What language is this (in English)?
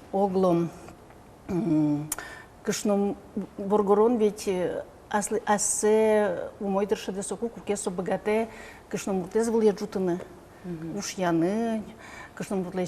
Udmurt